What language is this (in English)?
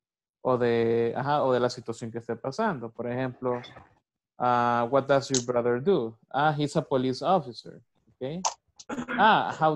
Spanish